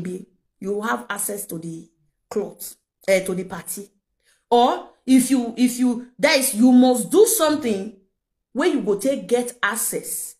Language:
Nigerian Pidgin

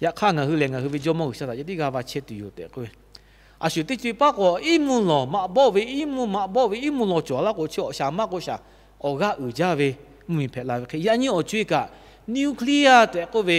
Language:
Lahu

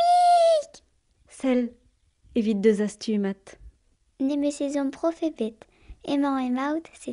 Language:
Breton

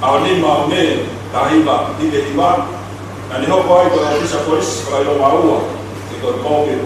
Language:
Tongan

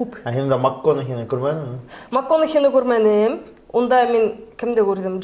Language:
Bashkir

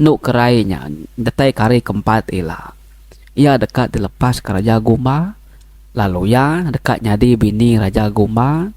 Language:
Iban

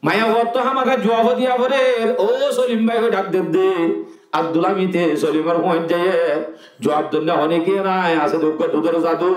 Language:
Rohingya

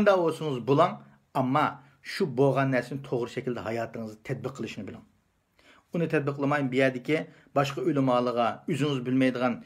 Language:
Uyghur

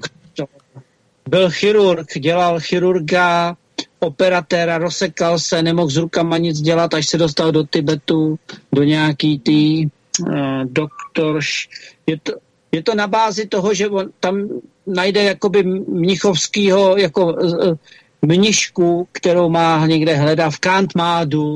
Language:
Czech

